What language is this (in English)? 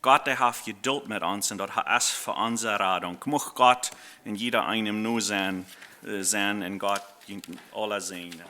Plautdietsch